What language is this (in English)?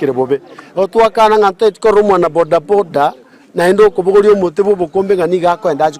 Gusii